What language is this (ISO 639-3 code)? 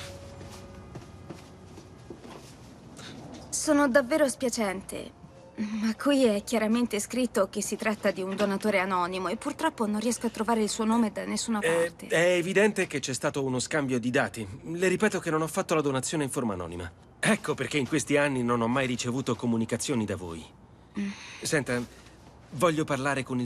ita